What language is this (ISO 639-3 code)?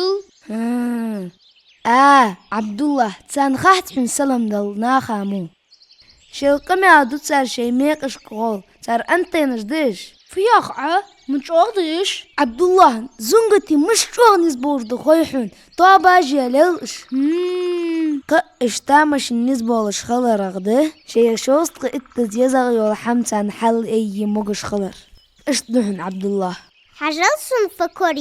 inh